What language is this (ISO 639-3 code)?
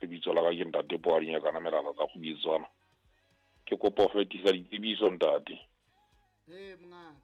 sot